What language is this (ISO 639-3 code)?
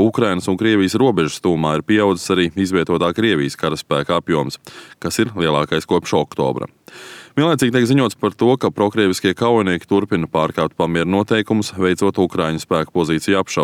lav